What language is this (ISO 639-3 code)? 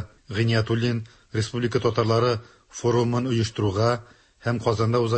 tat